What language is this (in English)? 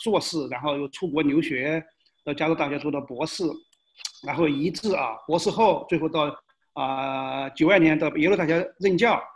Chinese